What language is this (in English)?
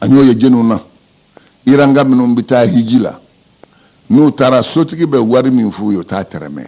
Bambara